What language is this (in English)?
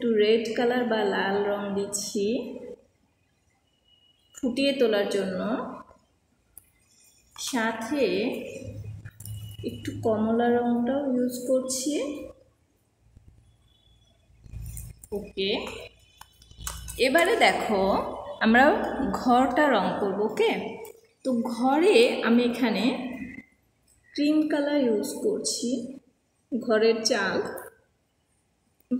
Bangla